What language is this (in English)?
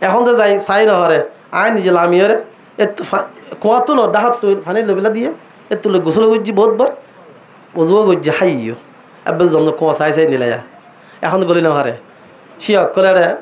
Rohingya